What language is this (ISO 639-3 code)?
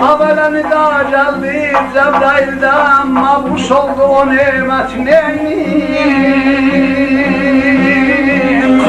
azb